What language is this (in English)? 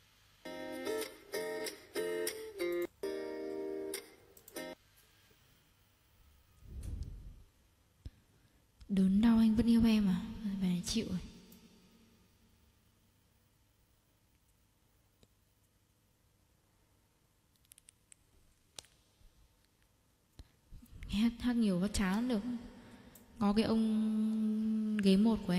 Vietnamese